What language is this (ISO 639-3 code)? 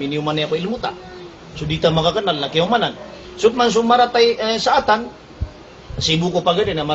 mrw